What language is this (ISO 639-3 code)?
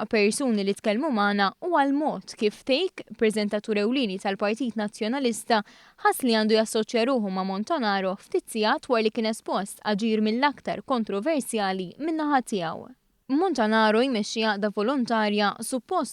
mlt